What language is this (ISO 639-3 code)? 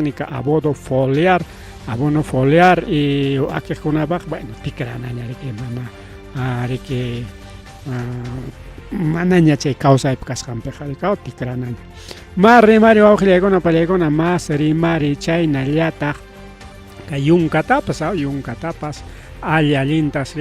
quy